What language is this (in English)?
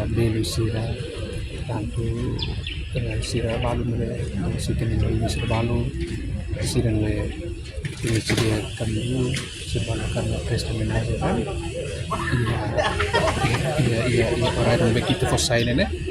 Tetum